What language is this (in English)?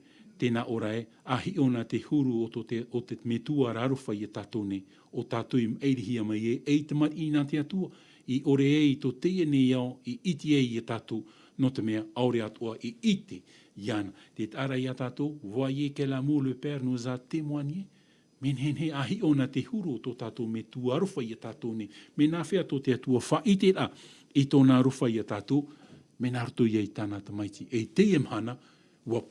Tahitian